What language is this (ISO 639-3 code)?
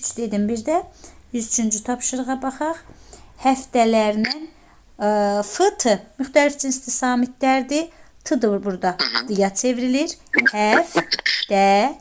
aze